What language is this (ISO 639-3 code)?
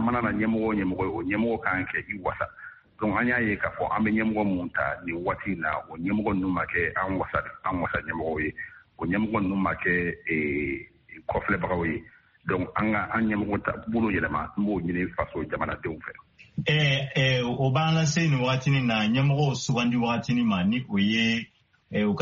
bam